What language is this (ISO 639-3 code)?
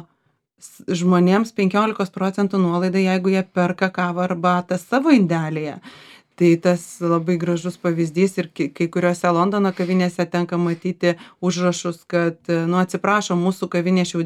lit